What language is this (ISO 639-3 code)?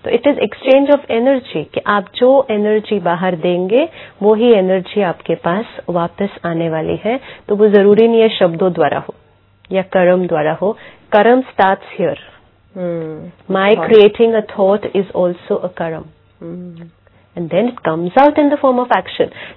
hin